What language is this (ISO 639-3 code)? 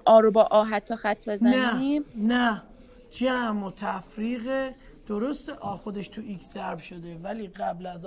fas